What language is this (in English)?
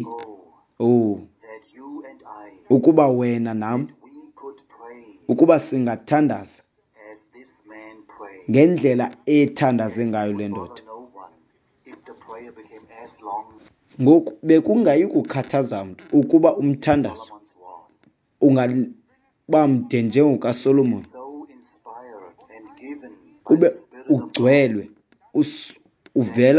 Xhosa